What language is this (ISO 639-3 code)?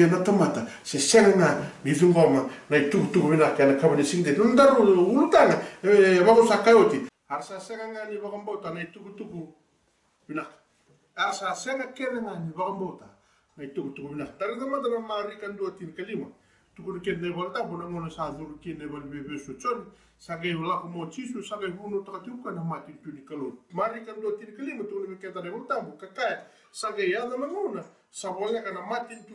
fij